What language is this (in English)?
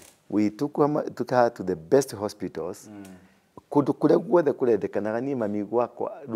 Kikuyu